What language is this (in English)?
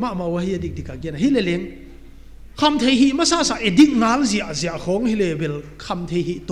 Paite Chin